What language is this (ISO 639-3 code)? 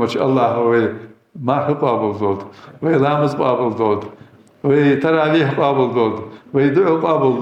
inh